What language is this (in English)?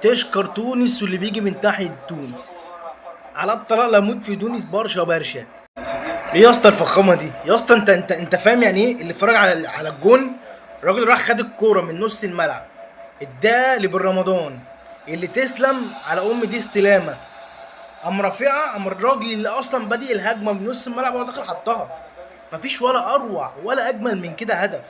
Egyptian Arabic